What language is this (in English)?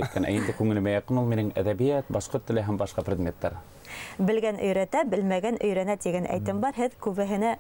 Bashkir